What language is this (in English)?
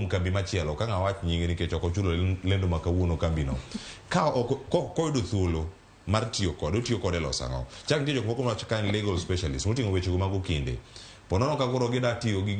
Luo (Kenya and Tanzania)